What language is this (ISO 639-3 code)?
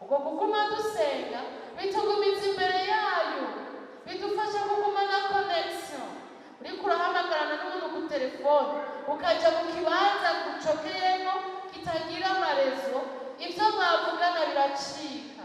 run